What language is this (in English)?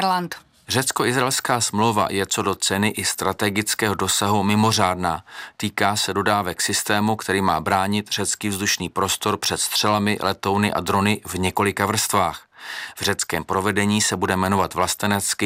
Czech